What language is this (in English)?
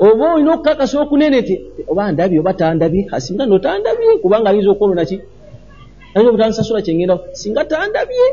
Ganda